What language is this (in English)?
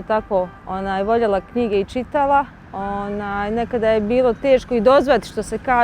Bosnian